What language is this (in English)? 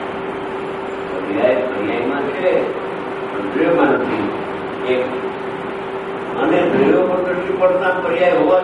Gujarati